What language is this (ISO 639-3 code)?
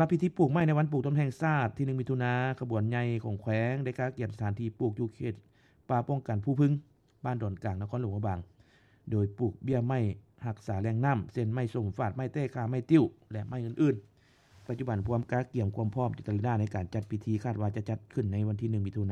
lao